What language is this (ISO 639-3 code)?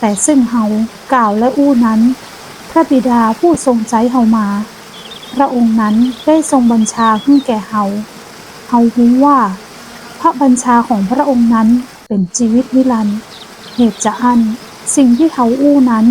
nod